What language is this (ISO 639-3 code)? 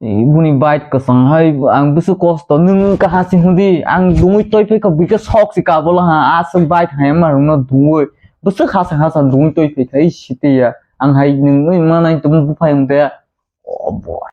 trp